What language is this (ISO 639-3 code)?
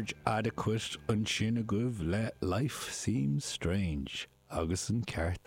gle